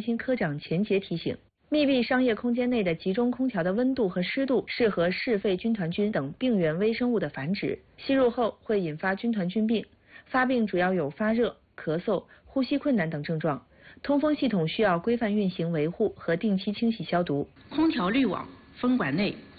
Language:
Chinese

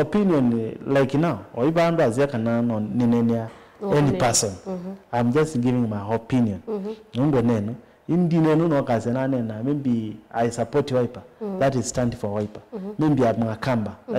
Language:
Kamba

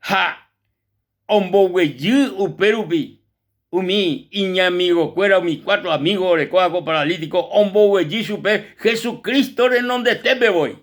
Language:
Guarani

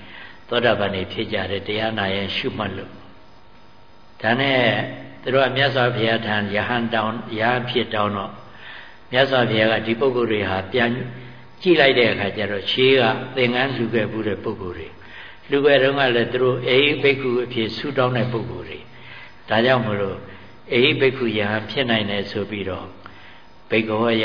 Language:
Burmese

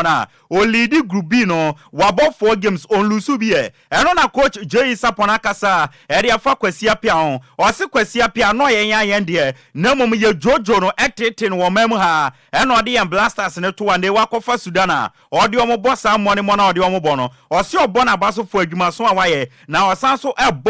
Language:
Akan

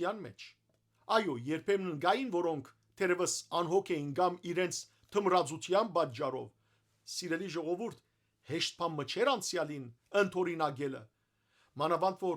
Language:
Western Armenian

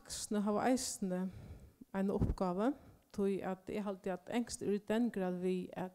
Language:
Faroese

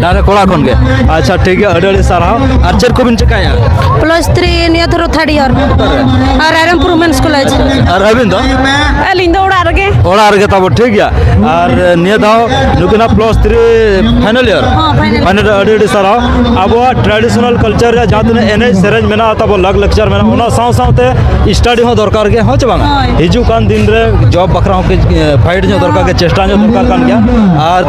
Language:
Santali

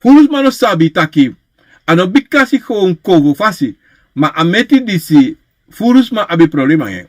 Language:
Sranan Tongo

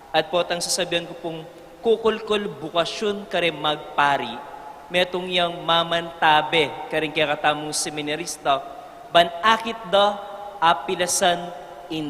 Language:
Pampanga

